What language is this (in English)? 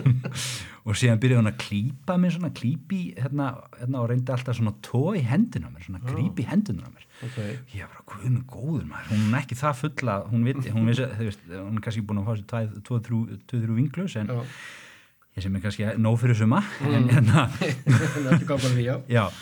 Icelandic